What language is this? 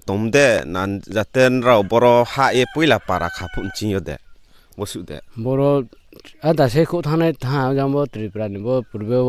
Riang (India)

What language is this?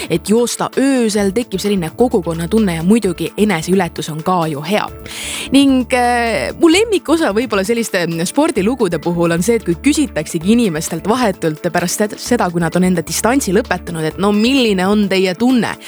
Estonian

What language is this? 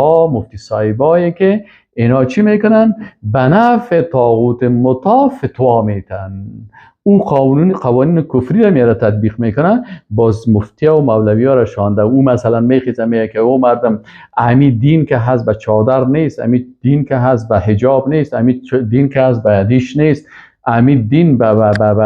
Persian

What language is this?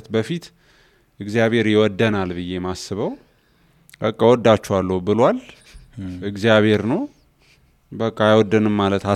Amharic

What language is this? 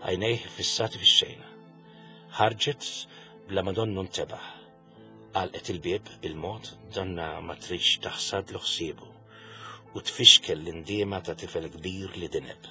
Maltese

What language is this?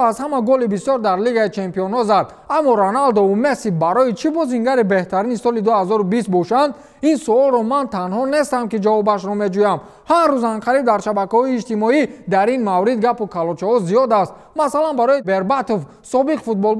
Tajik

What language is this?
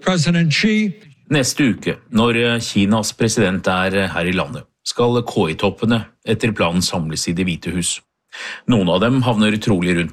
Norwegian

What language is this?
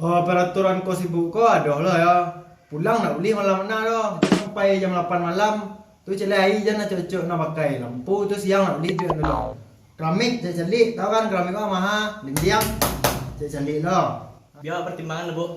Minangkabau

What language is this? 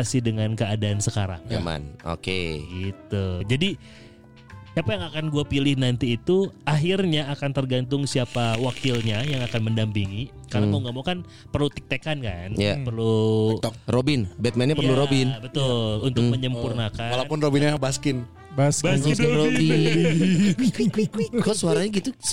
Indonesian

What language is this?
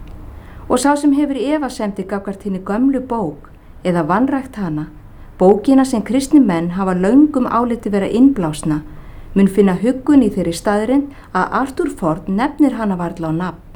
Icelandic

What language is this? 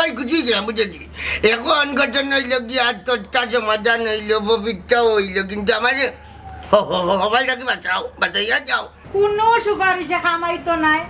Sylheti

